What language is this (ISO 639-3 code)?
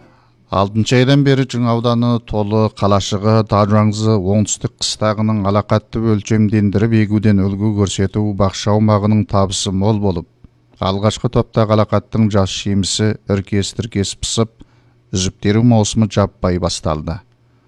kaz